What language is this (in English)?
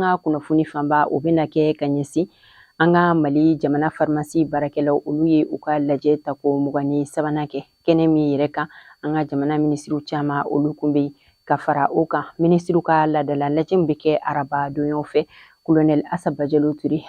Bambara